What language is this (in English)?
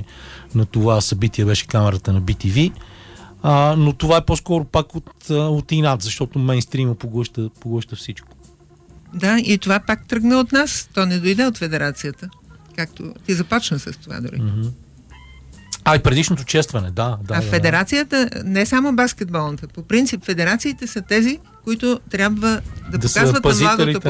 Bulgarian